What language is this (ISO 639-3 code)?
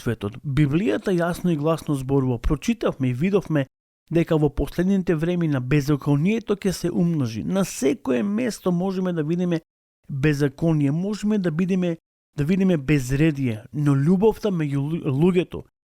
mkd